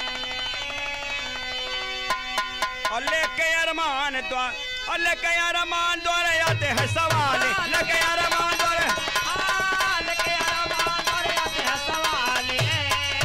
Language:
Bhojpuri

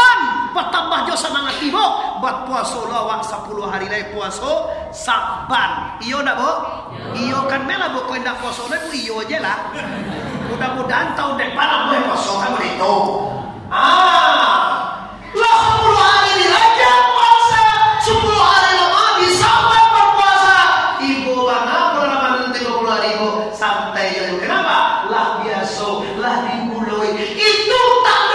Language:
Minangkabau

